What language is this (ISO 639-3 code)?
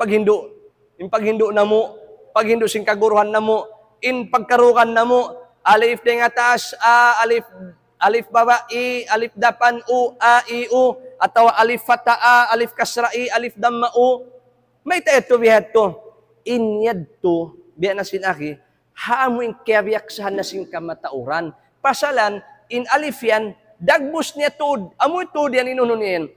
tsg